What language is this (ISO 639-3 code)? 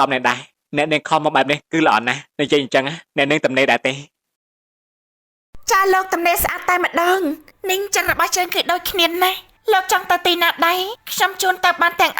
khm